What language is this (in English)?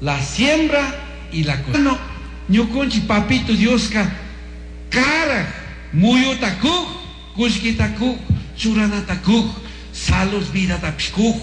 Chimborazo Highland Quichua